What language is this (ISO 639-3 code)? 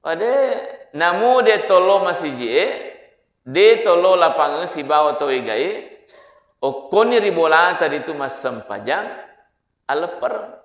bug